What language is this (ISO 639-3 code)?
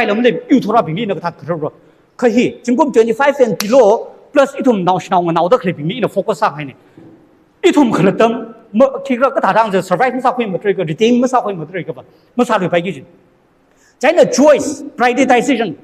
nmf